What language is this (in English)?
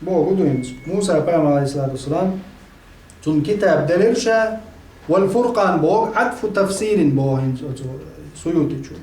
Chechen